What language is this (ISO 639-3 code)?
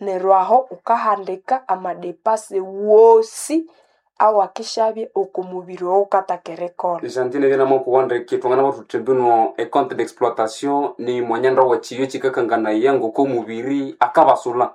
nnb